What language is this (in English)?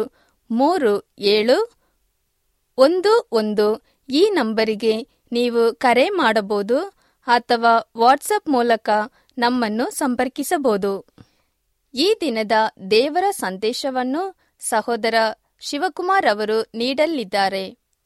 Kannada